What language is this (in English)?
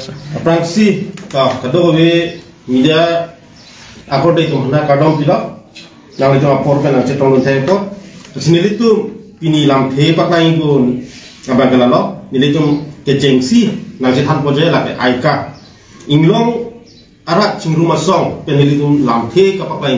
Karbi